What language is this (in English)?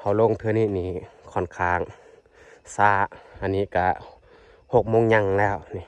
Lao